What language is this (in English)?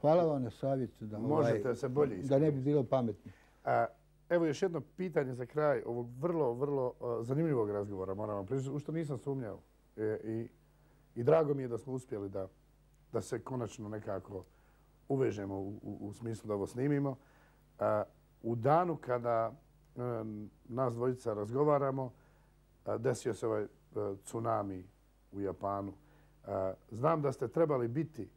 Bosnian